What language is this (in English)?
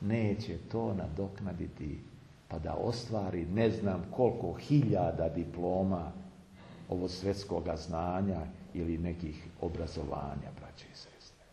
Serbian